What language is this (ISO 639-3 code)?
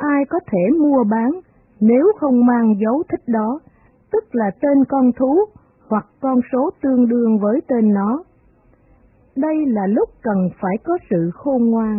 vie